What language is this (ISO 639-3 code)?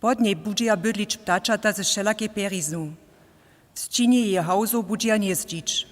hsb